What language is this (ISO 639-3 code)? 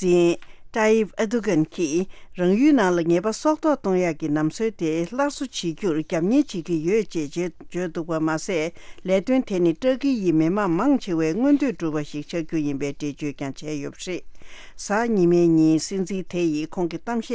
bod